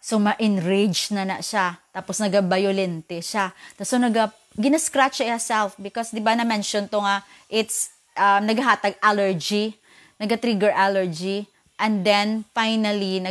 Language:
Hiligaynon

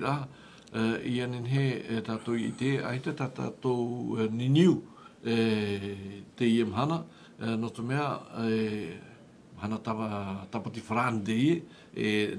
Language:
Tahitian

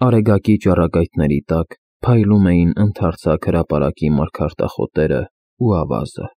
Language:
Armenian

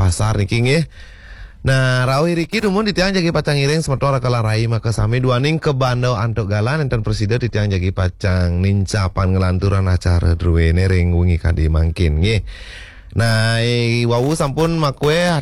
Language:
Balinese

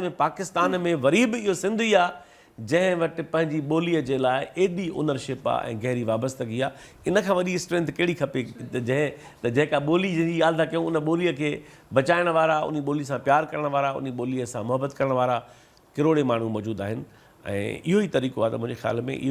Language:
Sindhi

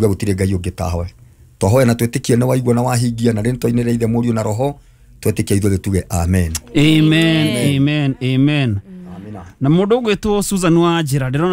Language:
Kikuyu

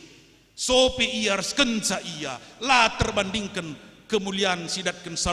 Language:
Batak Karo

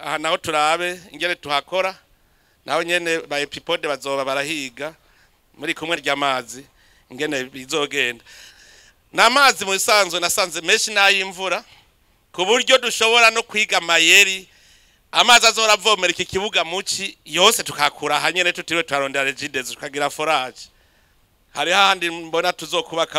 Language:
Rundi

